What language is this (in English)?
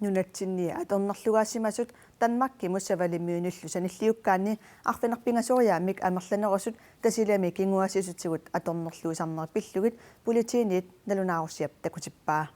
Kalaallisut